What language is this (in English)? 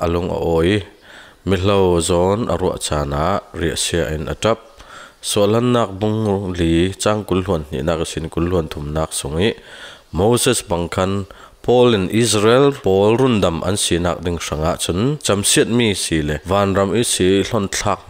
Falam Chin